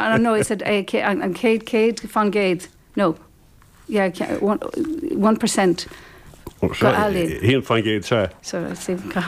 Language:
Irish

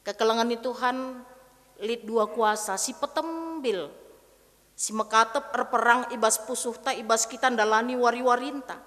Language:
Batak Karo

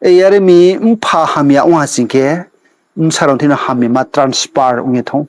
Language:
Riang (India)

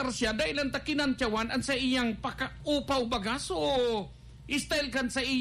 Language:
Bikol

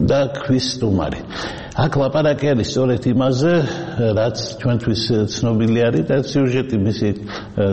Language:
Georgian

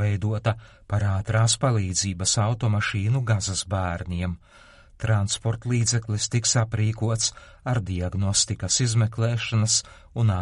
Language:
Latvian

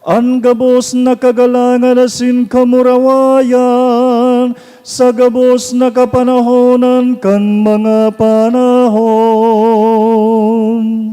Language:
Bikol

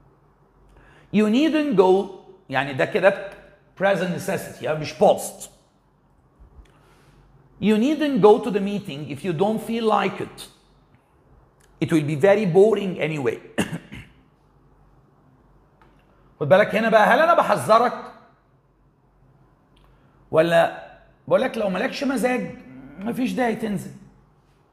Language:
Egyptian Arabic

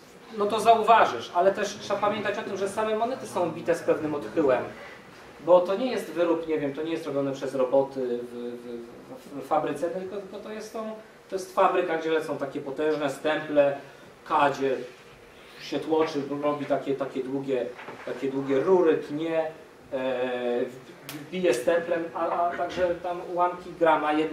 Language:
Polish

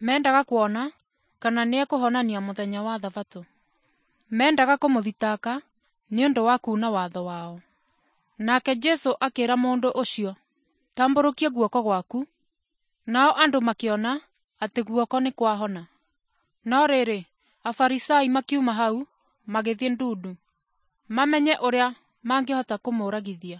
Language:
Kikuyu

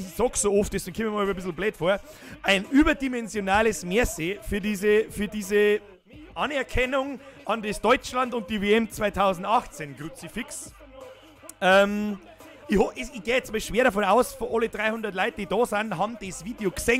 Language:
Bavarian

